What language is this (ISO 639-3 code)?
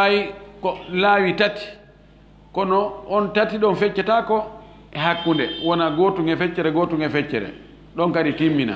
ful